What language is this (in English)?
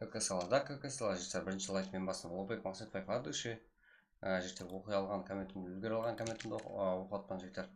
Kara-Kalpak